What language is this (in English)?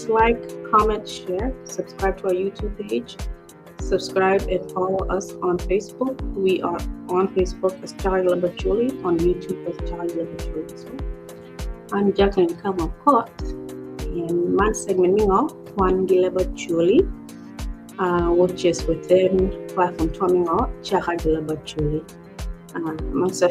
Acoli